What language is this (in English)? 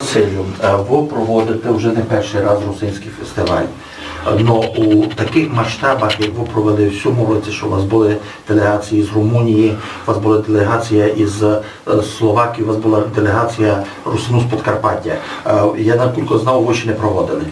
Rusyn